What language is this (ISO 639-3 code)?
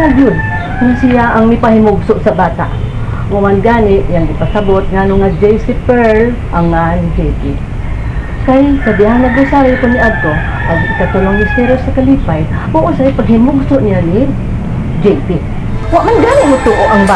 ceb